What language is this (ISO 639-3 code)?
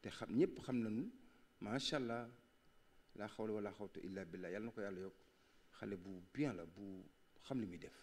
wol